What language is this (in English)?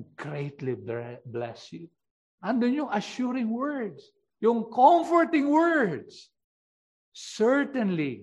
Filipino